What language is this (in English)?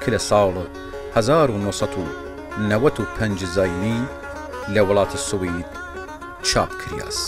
Southern Kurdish